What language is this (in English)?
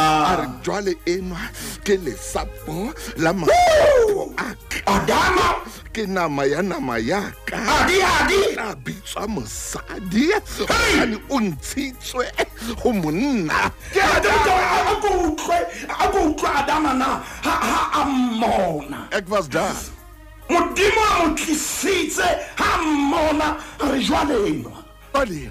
Southern Sotho